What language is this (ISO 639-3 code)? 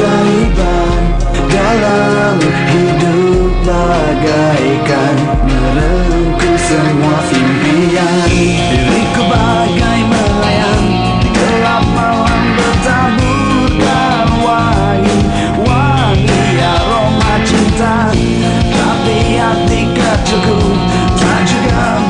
ind